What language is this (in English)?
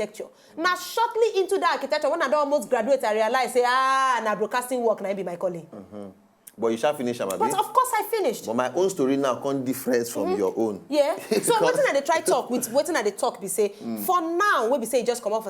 Nigerian Pidgin